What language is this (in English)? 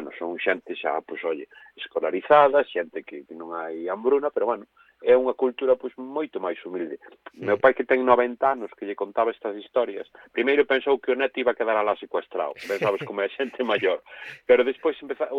Galician